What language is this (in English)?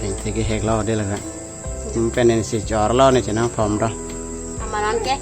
Karbi